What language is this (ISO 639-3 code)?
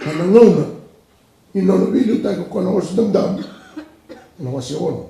fij